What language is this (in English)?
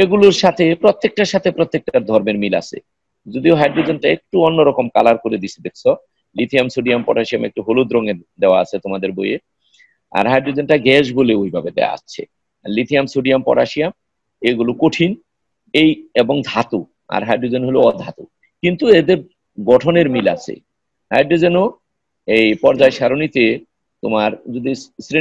Bangla